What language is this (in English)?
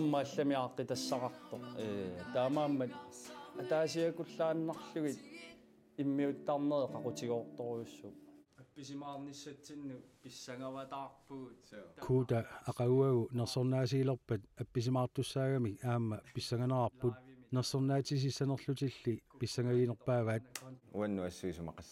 Kalaallisut